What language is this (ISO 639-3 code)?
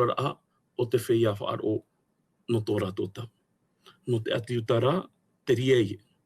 tah